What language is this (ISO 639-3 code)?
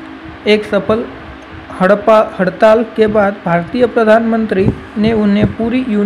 hin